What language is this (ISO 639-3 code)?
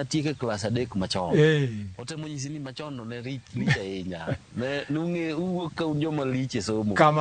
luo